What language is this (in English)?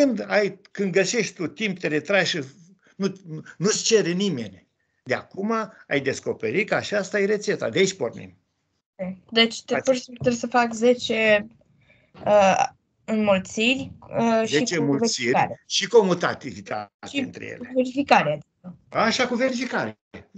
Romanian